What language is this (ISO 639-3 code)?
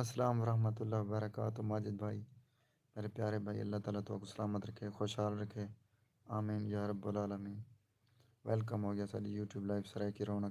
skr